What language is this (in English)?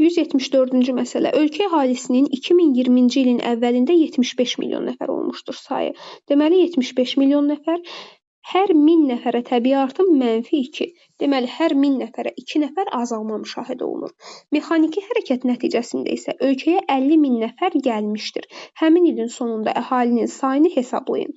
Azerbaijani